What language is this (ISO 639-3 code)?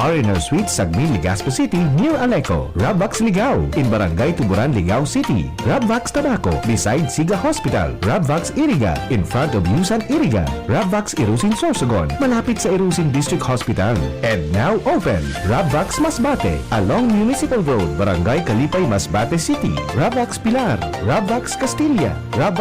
bik